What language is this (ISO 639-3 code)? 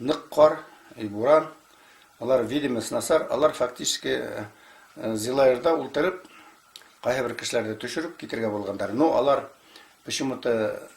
bak